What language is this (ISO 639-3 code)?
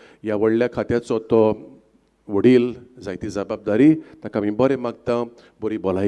kok